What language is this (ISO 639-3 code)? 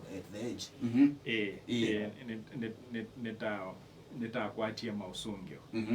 kam